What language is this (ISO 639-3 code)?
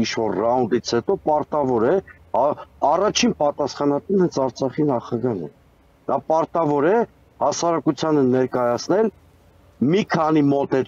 hye